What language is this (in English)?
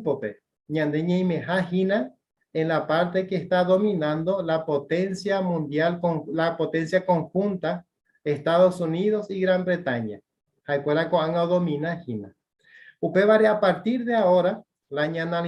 Guarani